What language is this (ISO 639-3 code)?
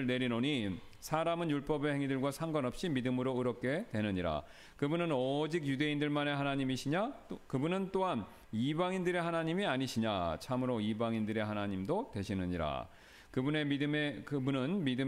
kor